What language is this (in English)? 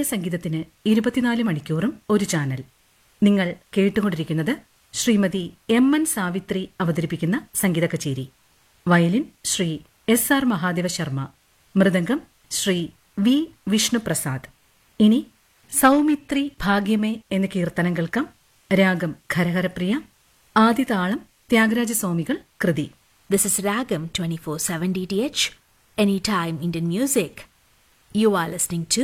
Malayalam